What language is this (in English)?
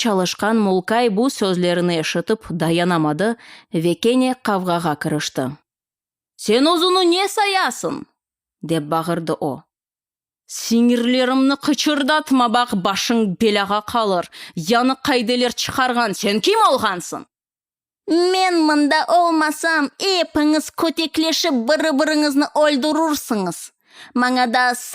Crimean Tatar